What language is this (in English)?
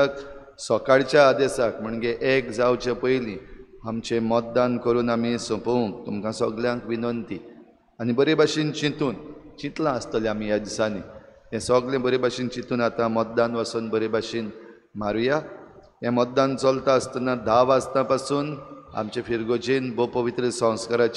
Konkani